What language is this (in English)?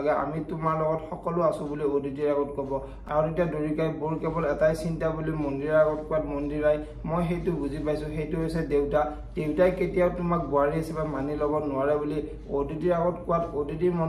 Assamese